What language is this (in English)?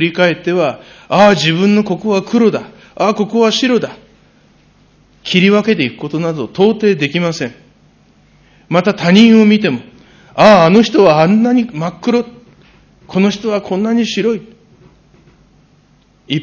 Japanese